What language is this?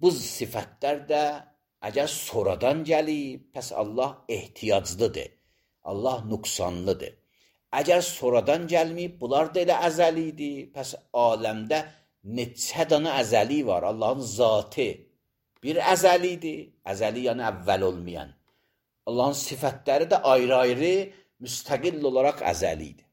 Azerbaijani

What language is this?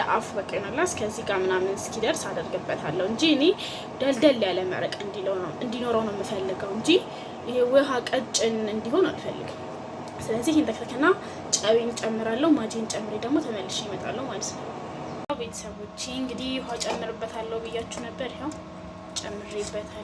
Amharic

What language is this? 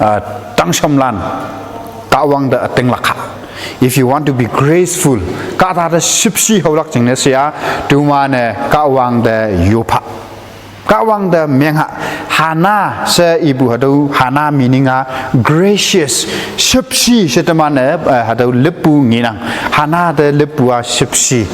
Konyak Naga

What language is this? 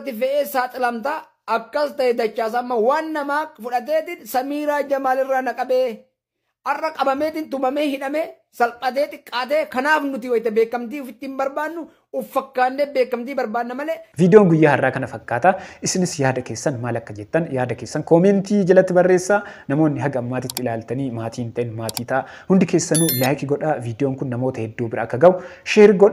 Oromo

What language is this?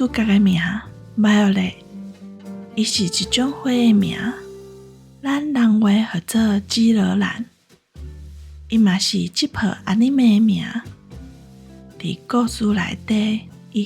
Min Nan Chinese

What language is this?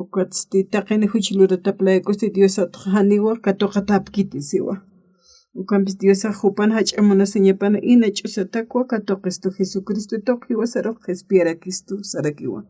Aymara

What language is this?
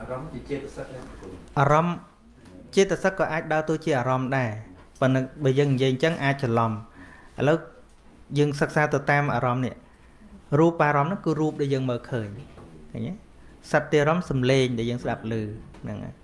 Khmer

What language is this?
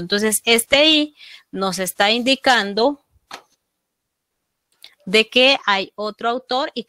Spanish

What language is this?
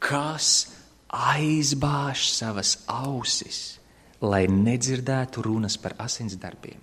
Latvian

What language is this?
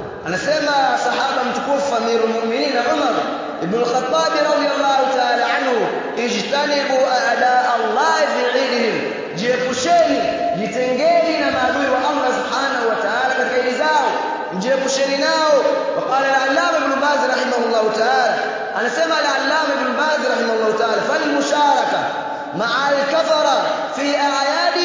Swahili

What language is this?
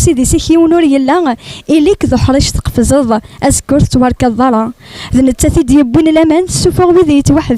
Kabyle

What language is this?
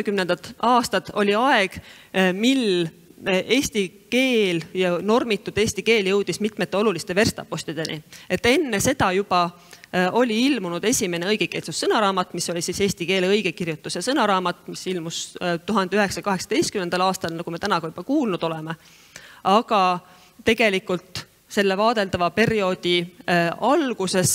Estonian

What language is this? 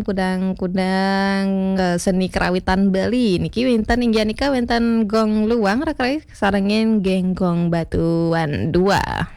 Balinese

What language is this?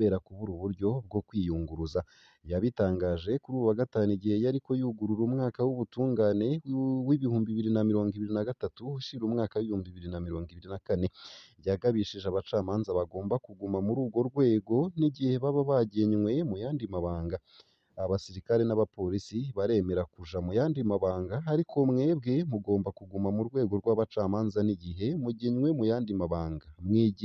Rundi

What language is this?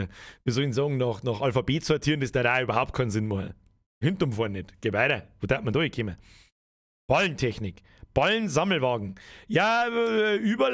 Bavarian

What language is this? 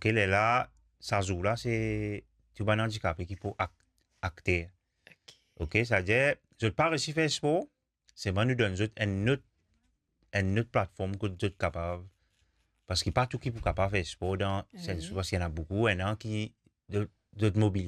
Morisyen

